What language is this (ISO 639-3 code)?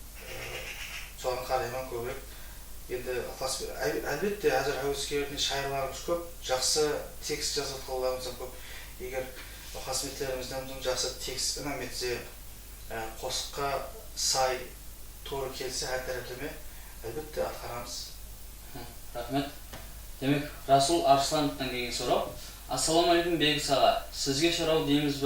kaa